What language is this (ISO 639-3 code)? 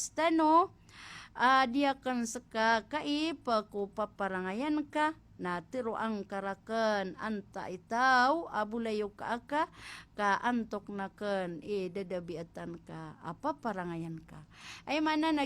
mrw